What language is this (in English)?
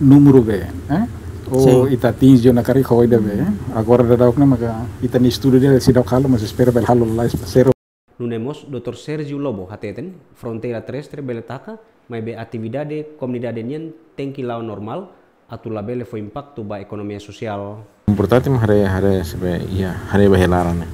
Tetum